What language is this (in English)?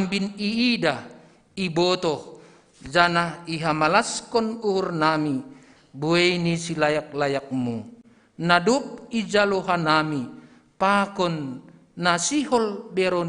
Batak Simalungun